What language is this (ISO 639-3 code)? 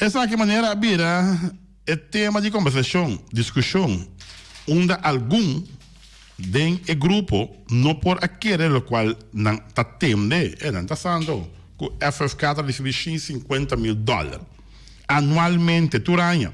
pap